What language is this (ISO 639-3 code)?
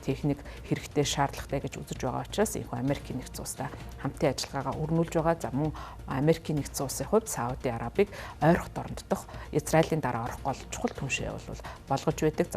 mon